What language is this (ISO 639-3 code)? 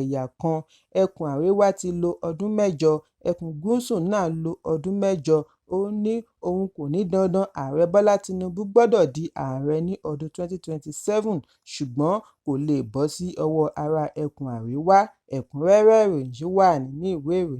yor